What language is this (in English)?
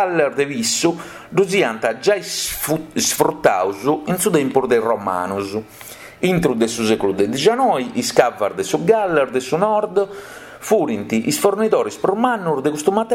Sardinian